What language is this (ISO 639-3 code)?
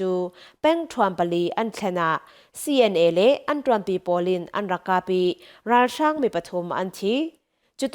cfm